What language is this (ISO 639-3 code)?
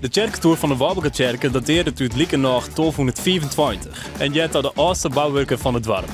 fry